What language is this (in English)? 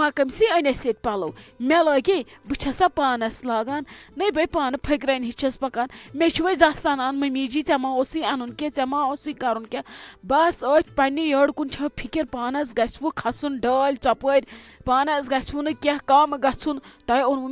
Kashmiri